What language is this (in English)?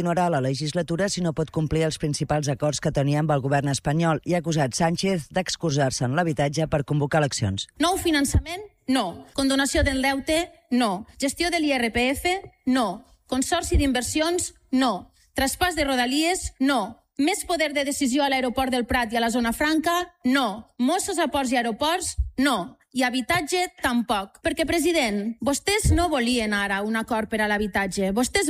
Catalan